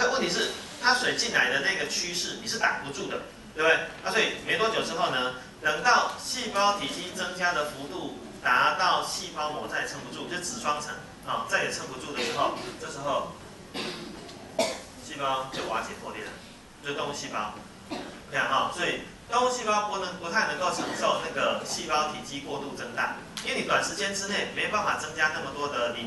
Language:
Chinese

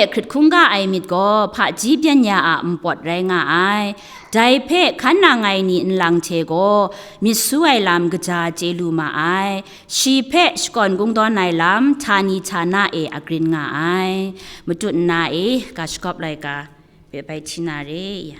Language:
Kachin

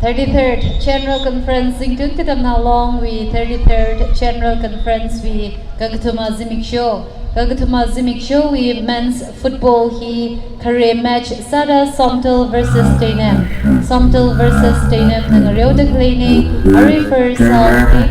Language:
Tangkhul Naga (India)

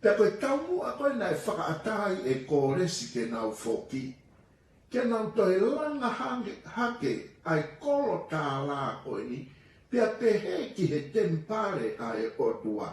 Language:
Tongan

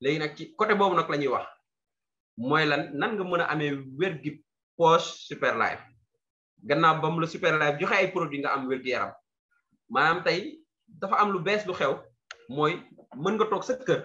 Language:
Wolof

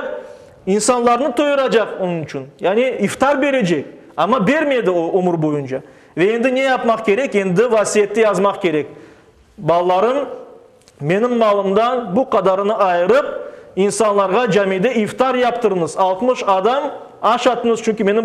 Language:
Crimean Tatar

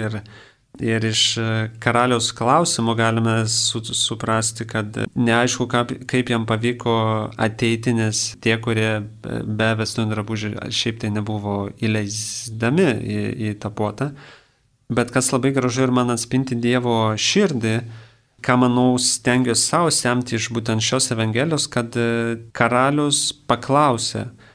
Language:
Lithuanian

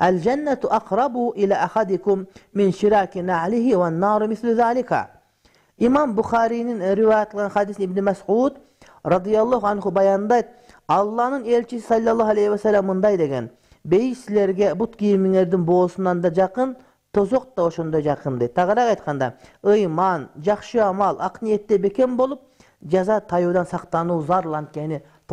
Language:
Kyrgyz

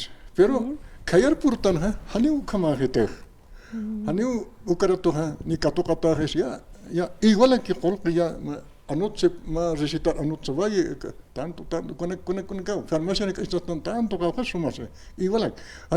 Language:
Aymara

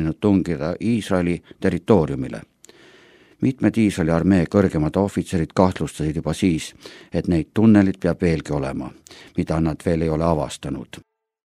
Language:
Estonian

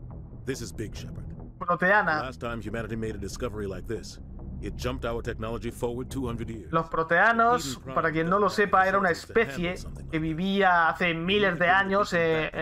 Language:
Spanish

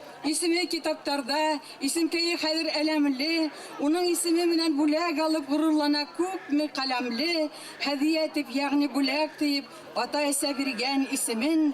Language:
Bashkir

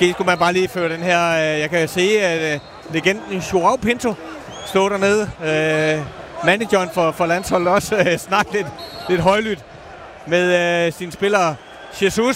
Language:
Danish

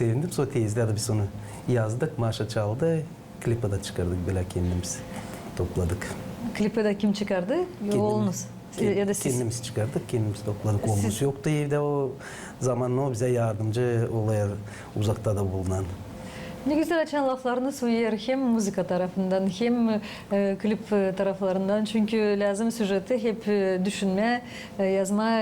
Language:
Gagauz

